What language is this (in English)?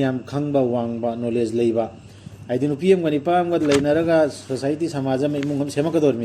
Manipuri